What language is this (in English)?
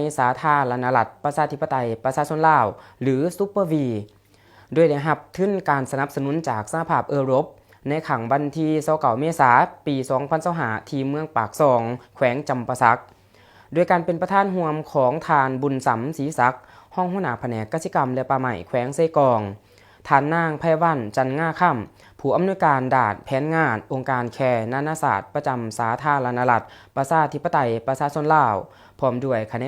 Lao